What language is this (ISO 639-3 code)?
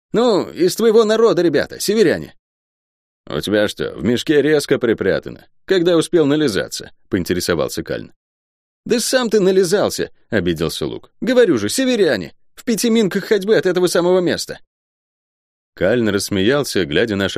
rus